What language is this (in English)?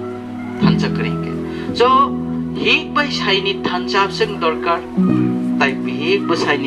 Riang (India)